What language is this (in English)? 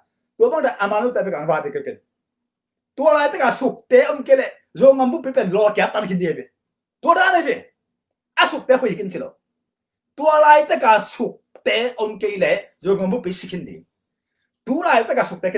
Tedim Chin